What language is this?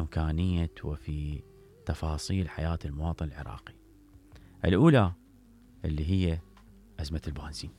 Mesopotamian Arabic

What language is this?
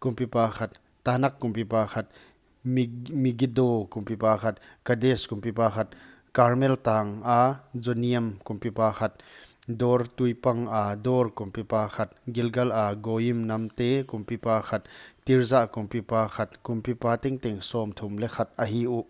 Paite Chin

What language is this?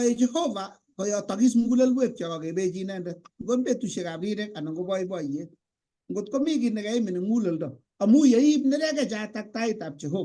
Kalenjin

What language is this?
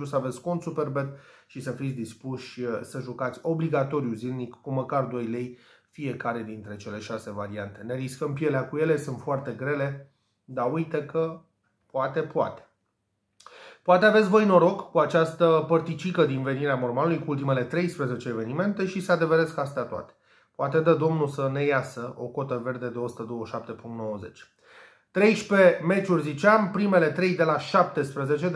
Romanian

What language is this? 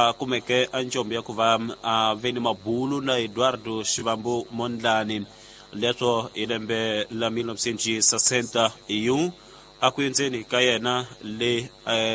Tsonga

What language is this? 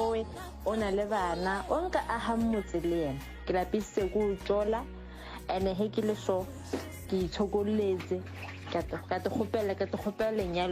Northern Sotho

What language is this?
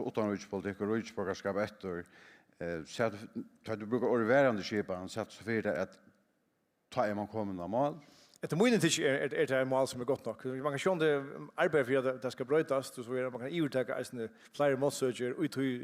Faroese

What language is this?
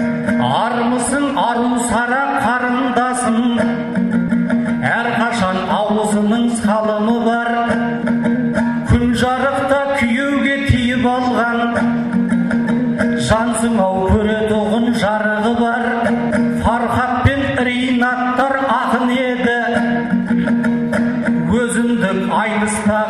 Kazakh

